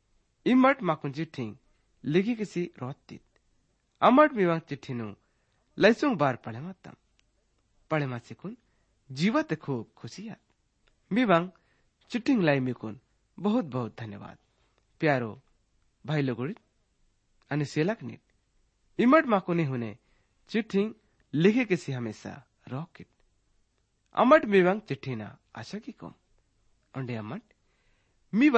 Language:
Gondi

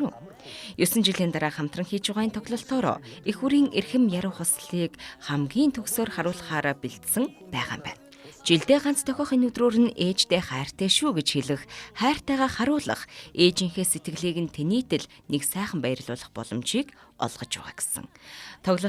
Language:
Mongolian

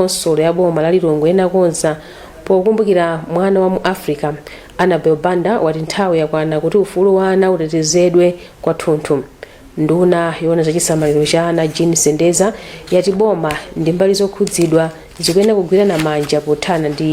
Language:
Nyanja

